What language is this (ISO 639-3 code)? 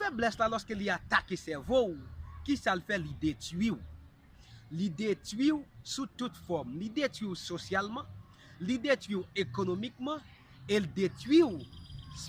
hat